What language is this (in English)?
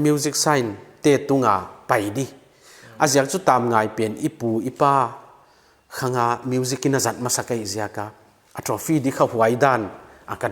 Paite Chin